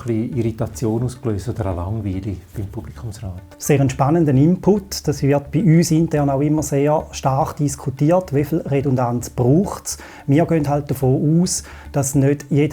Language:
Swiss German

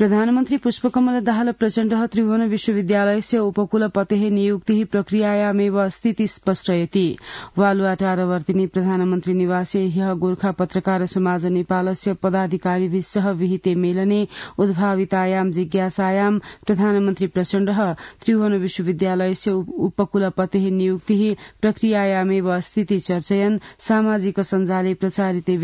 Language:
Sanskrit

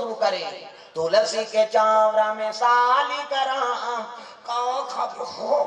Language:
Chhattisgarhi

